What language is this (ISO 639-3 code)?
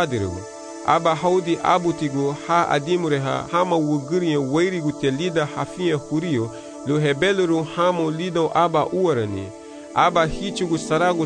cab